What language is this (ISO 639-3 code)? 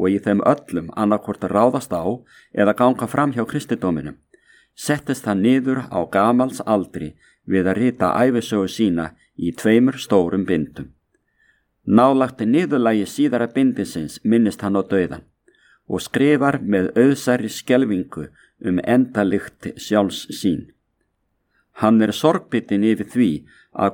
isl